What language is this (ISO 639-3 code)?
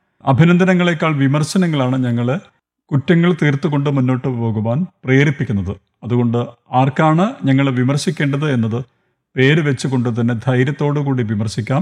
mal